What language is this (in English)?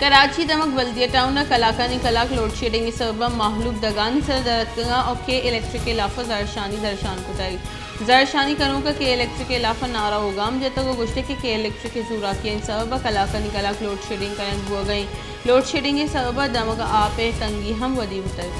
Baluchi